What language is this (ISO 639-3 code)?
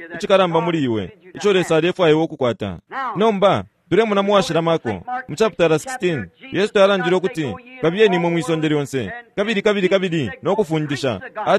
bem